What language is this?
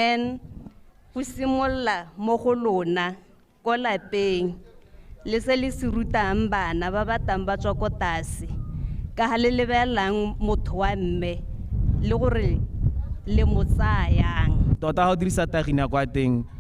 Tswana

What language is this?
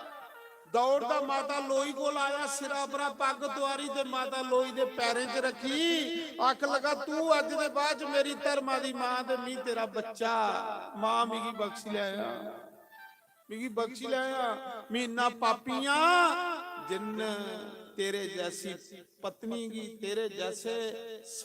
Dogri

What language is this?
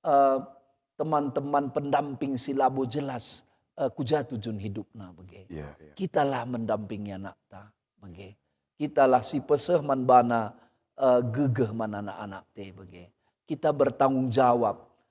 Batak Karo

